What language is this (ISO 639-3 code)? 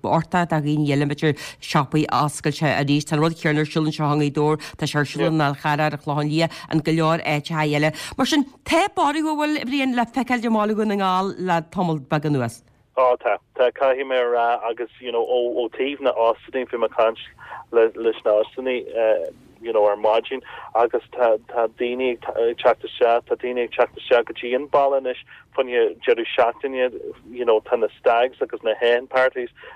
gle